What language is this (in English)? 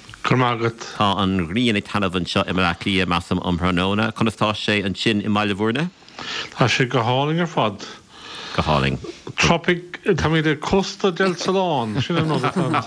Irish